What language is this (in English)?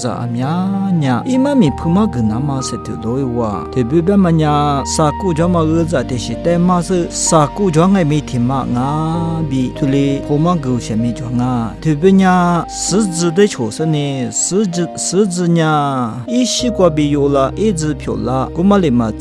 Lisu